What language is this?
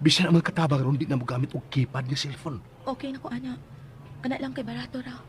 Cebuano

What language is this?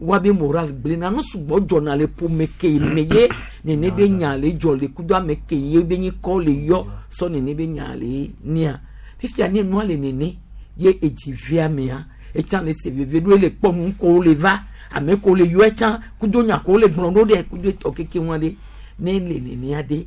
Gen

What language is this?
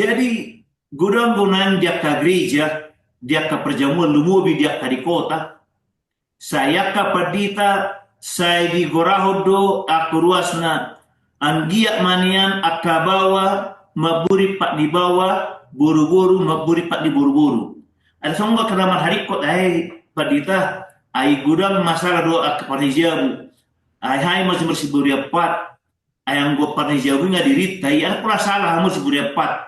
Batak Toba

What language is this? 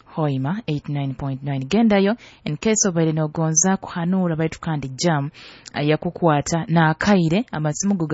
Nyoro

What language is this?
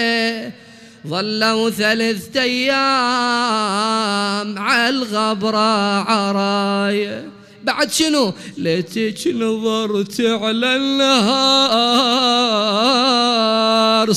Mesopotamian Arabic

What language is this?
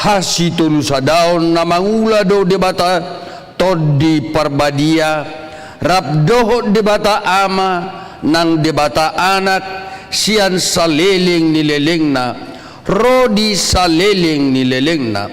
Batak Toba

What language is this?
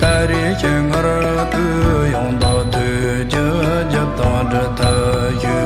Tibetan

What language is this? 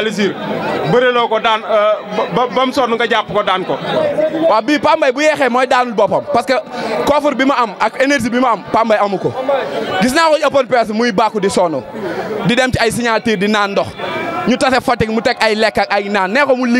Wolof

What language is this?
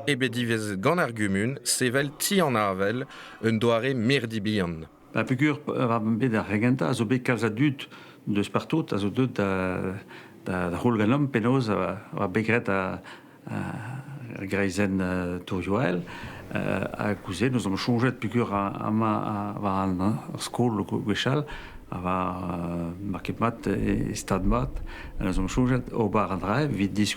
Breton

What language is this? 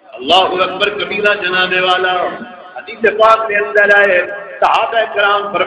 Saraiki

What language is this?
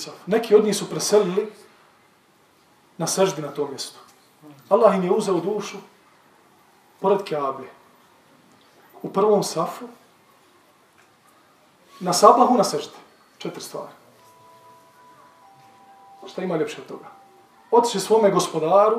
Bosnian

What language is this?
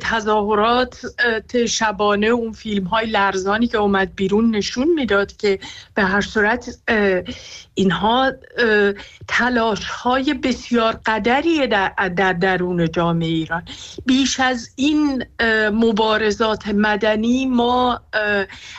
Persian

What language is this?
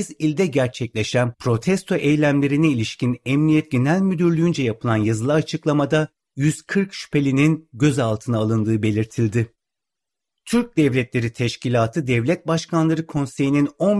Turkish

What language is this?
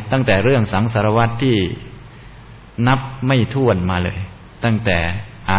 Thai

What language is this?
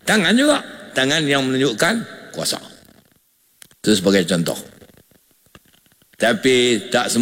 Malay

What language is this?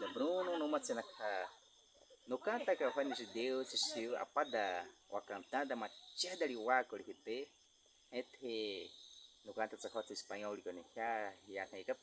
Baniwa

